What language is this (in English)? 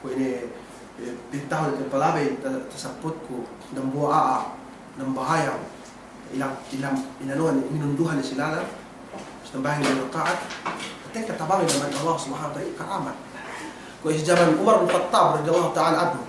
Yakan